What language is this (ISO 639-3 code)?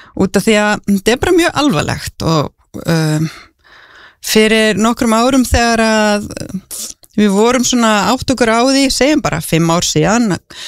isl